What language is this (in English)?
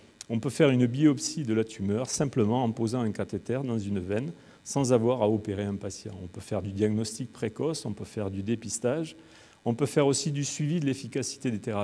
French